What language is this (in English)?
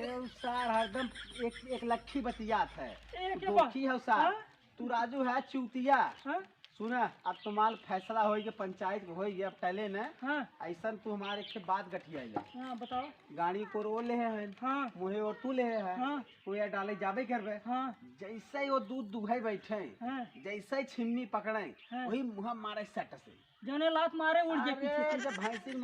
Awadhi